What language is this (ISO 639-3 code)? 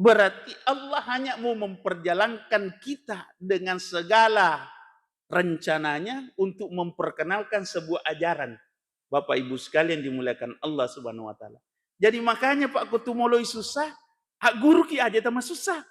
bug